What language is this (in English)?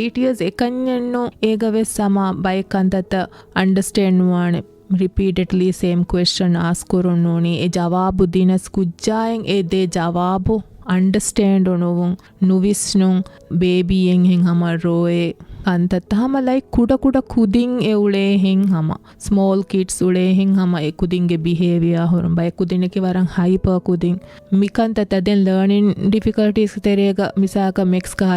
Divehi